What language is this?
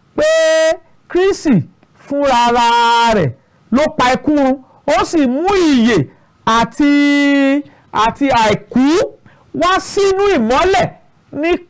Yoruba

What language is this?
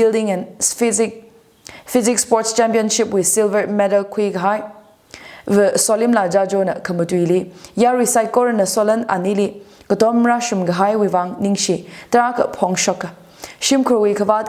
Tangkhul Naga (India)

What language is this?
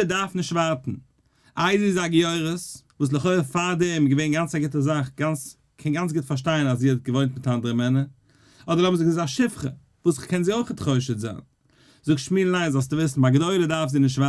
Yiddish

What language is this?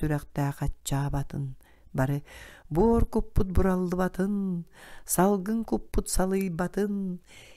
Yakut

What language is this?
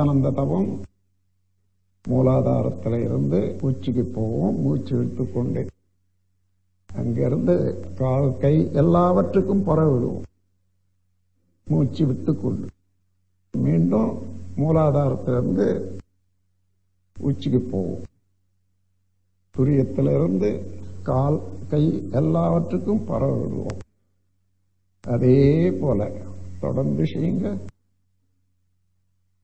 Tamil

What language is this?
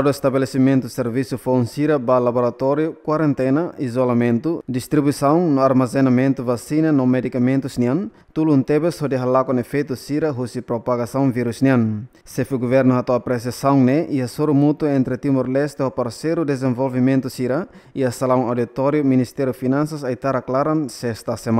Tetum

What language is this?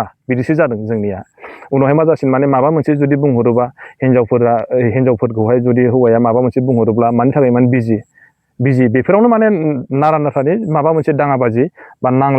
Bodo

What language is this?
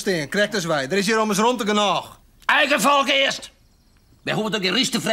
Western Frisian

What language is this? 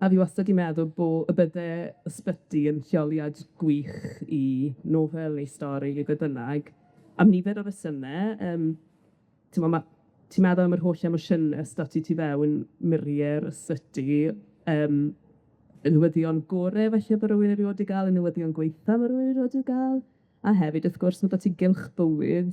Welsh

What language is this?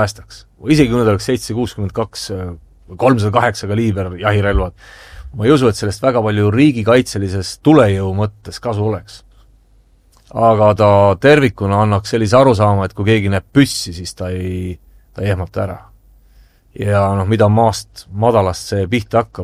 Estonian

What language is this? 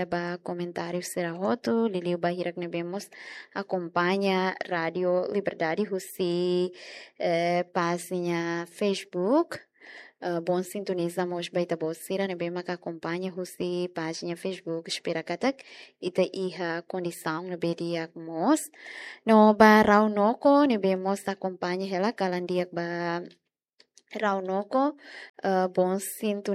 Tetum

